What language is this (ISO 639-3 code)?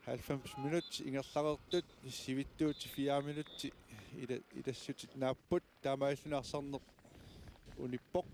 kal